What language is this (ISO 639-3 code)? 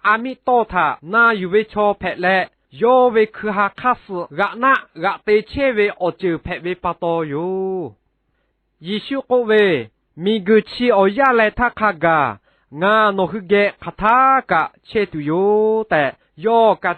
lhu